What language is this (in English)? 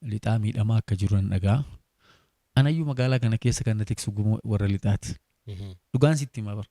Oromo